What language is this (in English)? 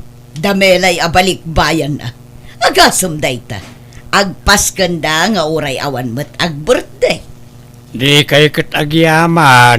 Iloko